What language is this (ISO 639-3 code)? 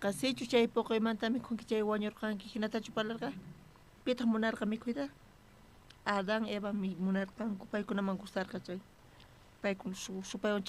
quh